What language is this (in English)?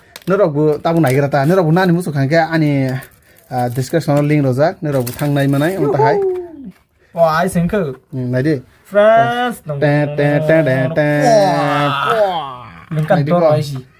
Kok Borok